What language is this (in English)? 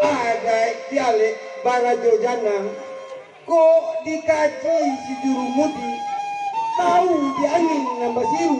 Minangkabau